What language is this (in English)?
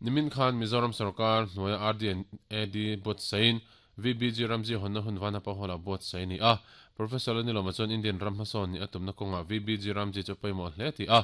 Mizo